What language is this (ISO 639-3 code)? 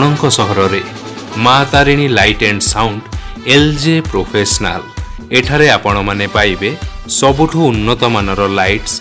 ori